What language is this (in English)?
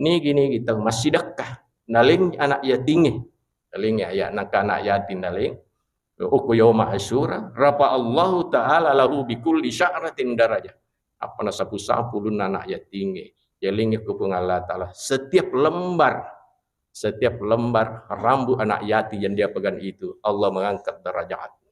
Buginese